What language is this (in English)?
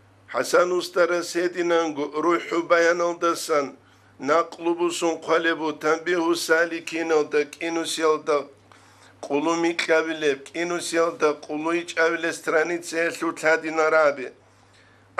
Avaric